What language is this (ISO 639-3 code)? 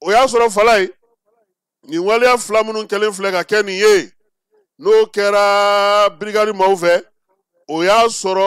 bam